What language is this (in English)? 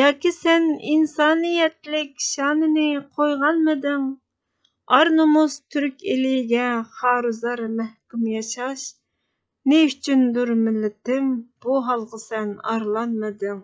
Uyghur